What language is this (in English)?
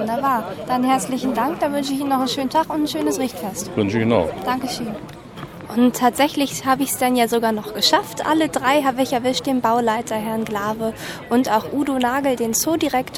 German